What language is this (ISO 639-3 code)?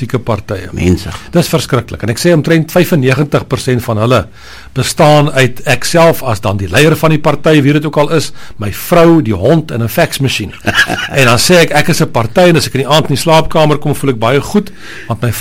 afr